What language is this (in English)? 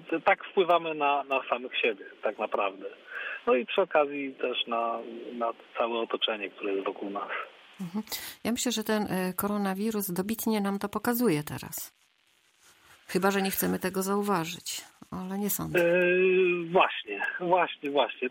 Polish